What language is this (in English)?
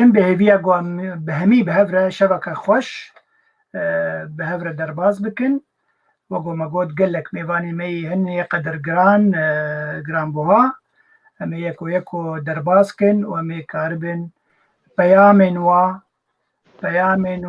Kurdish